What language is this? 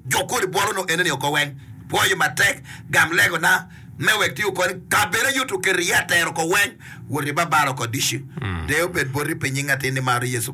Acoli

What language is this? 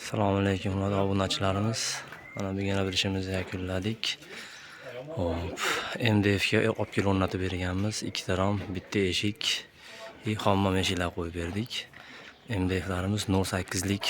Uzbek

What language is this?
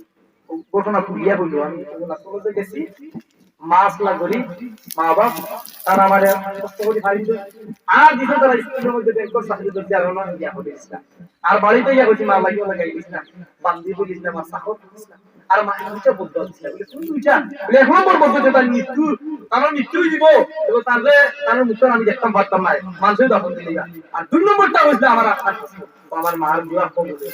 Sylheti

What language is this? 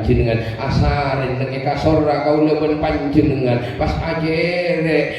Madurese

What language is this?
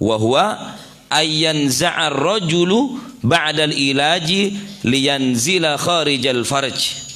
Madurese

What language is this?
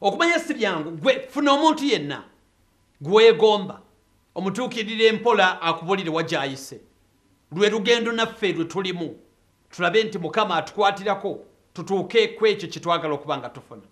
Ganda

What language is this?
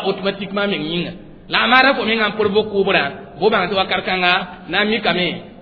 Mossi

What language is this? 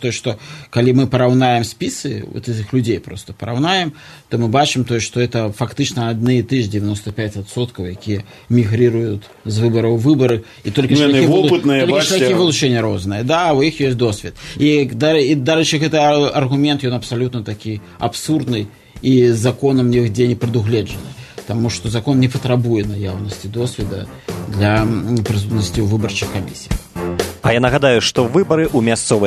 Belarusian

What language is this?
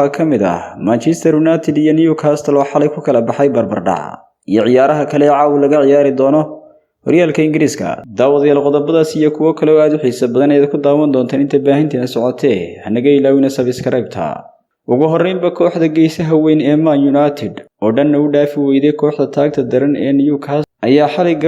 Somali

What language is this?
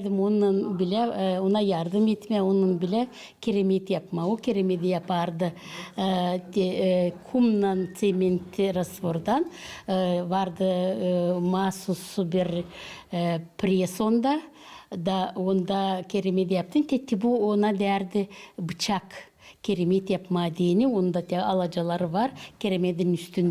Gagauz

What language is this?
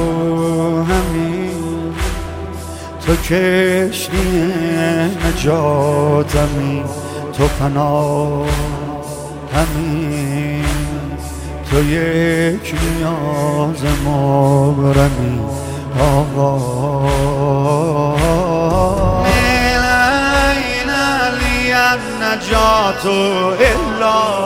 Persian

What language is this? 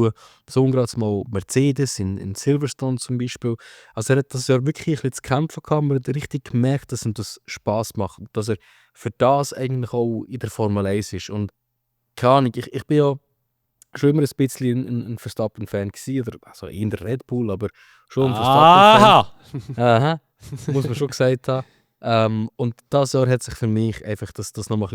Swiss German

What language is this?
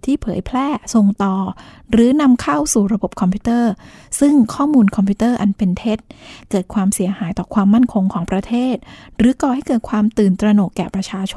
Thai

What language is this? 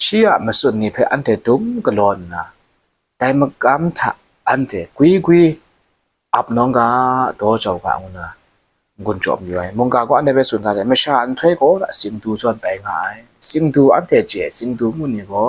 Kachin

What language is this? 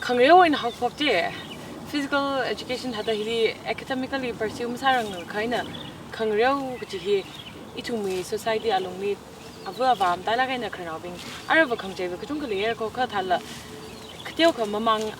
Tangkhul Naga (India)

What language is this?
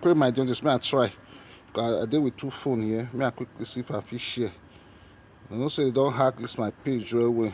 Nigerian Pidgin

